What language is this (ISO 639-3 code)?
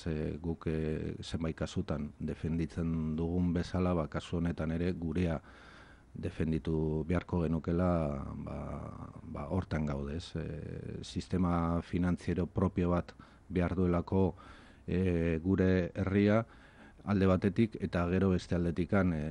eus